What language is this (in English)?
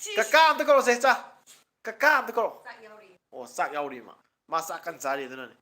Manipuri